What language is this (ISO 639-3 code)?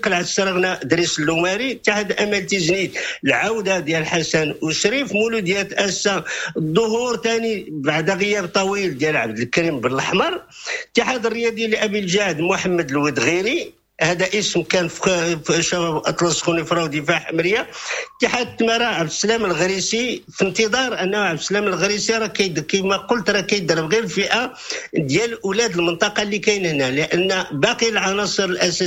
ary